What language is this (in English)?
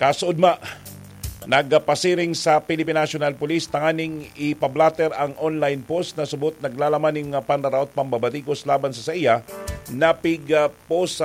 Bikol